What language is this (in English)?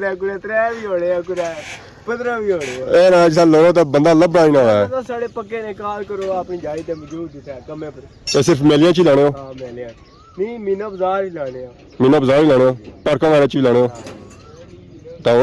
Pahari-Potwari